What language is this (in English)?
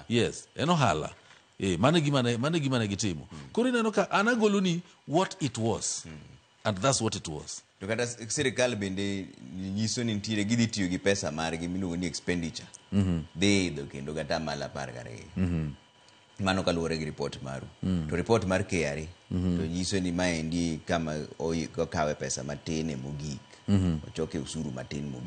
Luo (Kenya and Tanzania)